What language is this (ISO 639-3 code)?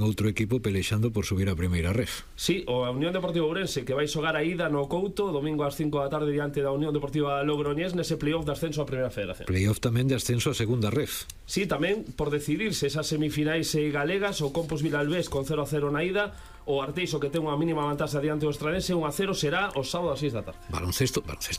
glg